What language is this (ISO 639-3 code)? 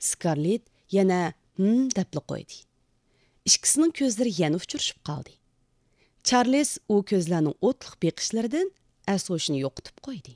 uig